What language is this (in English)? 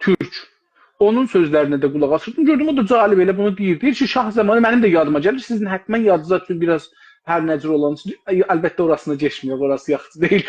South Azerbaijani